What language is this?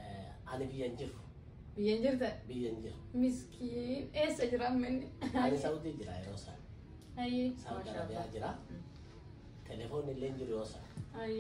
Oromo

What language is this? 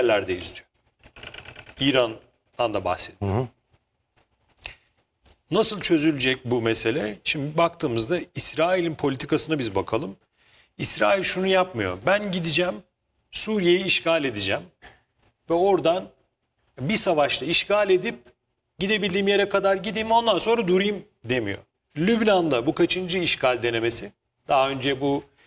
Turkish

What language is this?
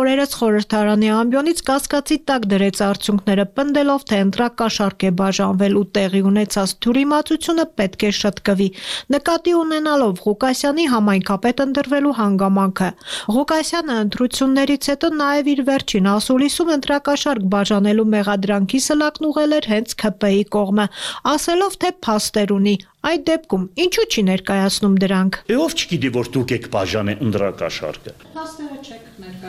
Armenian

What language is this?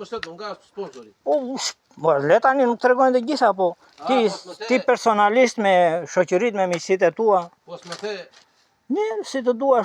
Albanian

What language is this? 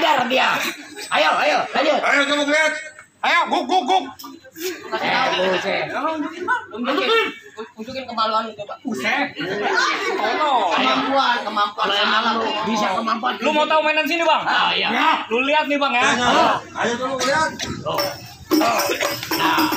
Betawi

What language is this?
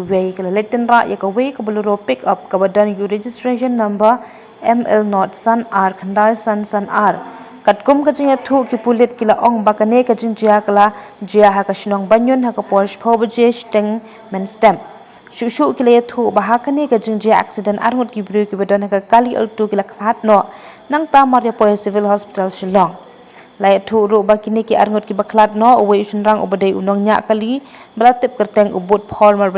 Khasi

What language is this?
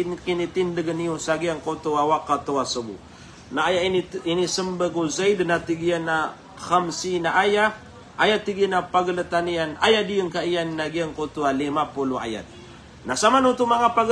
Maranao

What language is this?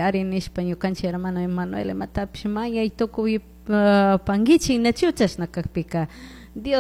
Chimborazo Highland Quichua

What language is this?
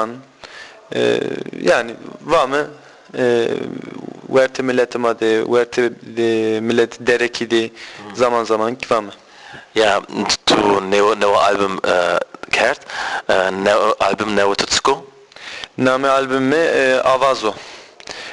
Zaza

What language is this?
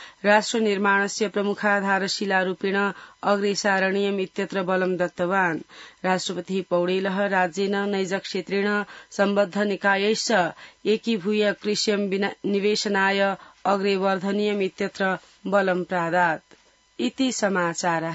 Sanskrit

